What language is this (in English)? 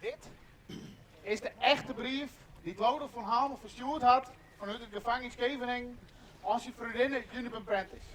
Western Frisian